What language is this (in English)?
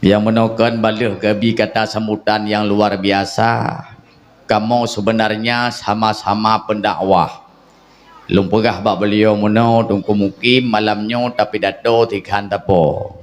Achinese